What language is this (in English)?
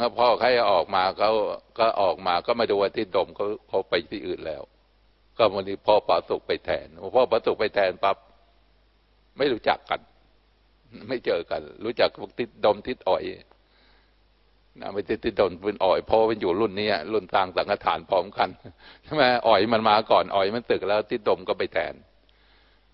Thai